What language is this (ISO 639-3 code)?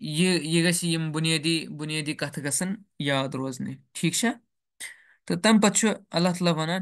kas